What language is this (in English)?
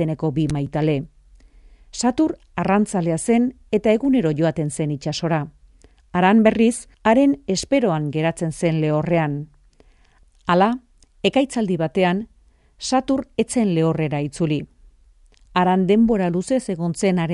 Basque